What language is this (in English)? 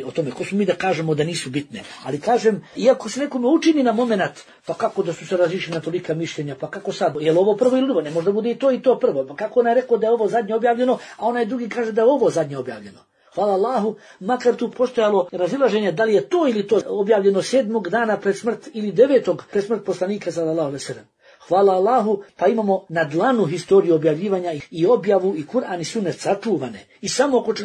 Bosnian